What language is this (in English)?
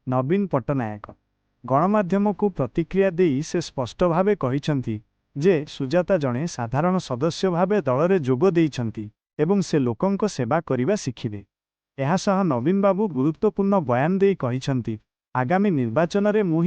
Odia